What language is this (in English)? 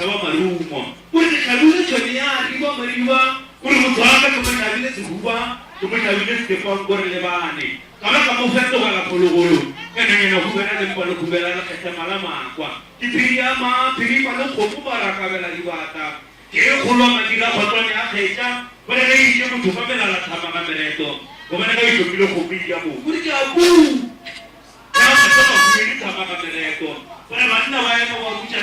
Northern Sotho